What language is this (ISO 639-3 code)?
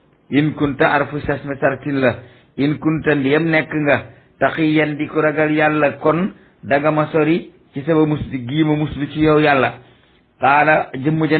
wol